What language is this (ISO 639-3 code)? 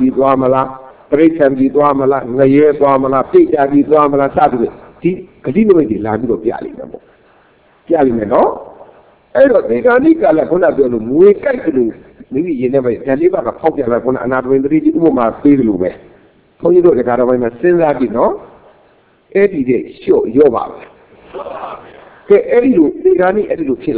mya